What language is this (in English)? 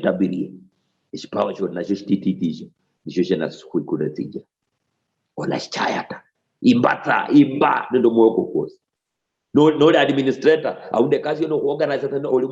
Luyia